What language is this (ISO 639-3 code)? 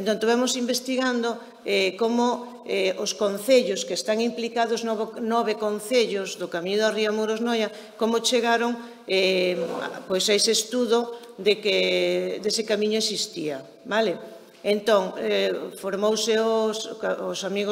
glg